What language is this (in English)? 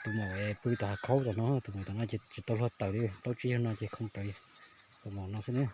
Hmong